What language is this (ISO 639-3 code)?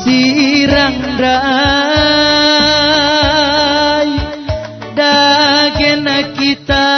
btx